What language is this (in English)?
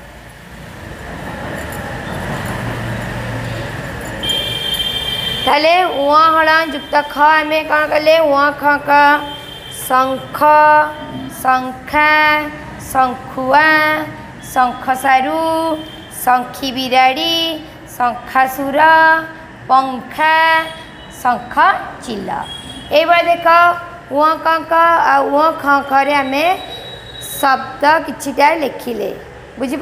Odia